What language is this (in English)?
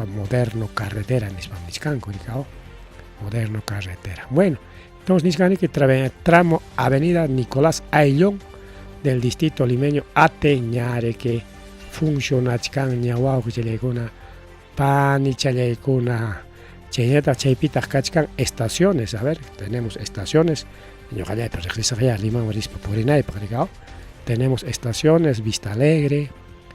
Ayacucho Quechua